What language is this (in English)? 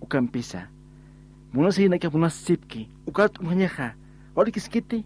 Aymara